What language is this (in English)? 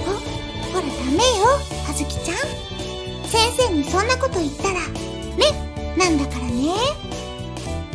Japanese